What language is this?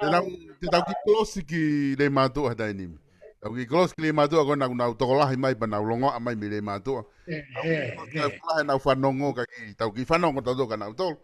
Tongan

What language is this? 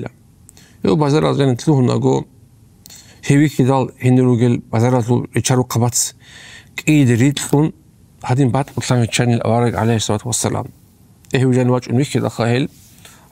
Avaric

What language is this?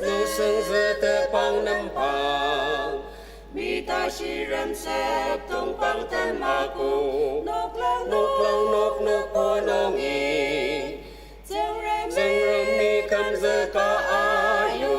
Ao Naga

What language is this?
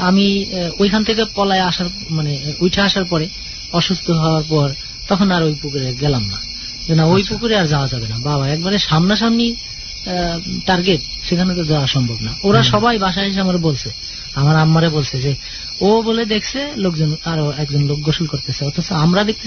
Bangla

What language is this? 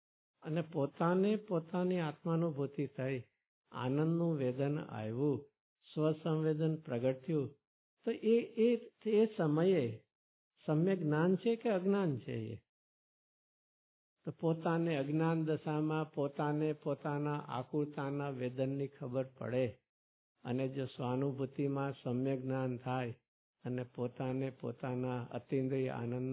Gujarati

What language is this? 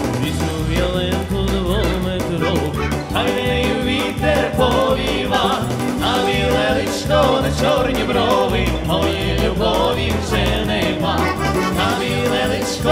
Ukrainian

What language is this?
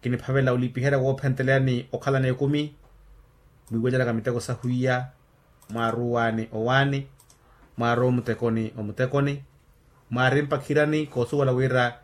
Makhuwa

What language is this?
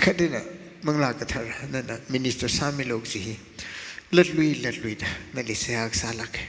Tangkhul Naga (India)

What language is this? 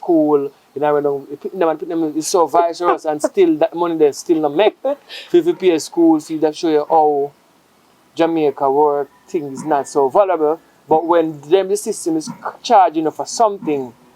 Jamaican Creole English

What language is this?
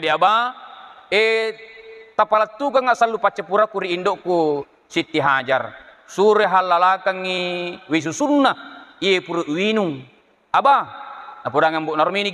Buginese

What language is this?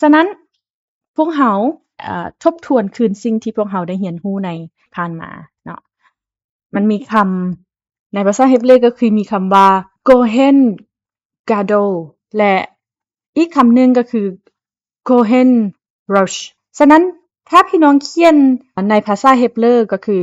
Lao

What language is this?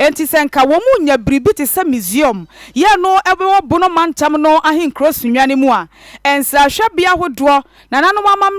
Akan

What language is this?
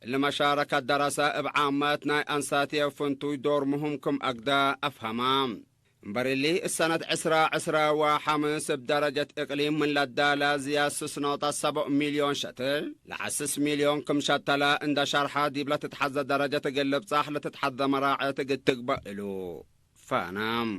Tigre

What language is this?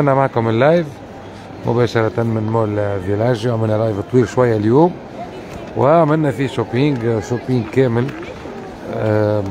Tunisian Arabic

